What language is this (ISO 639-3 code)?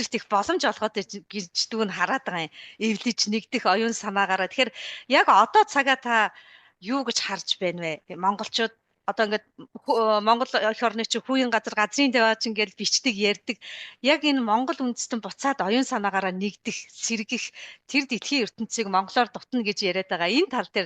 mon